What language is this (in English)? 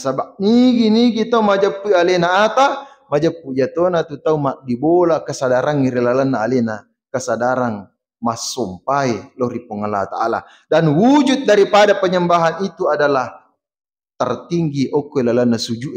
Buginese